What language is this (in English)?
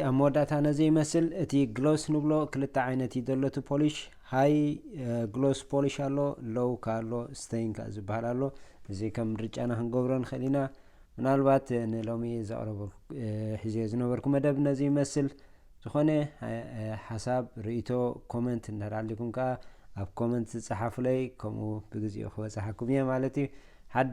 Tigrinya